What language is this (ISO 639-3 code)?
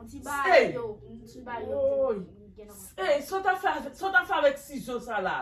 hat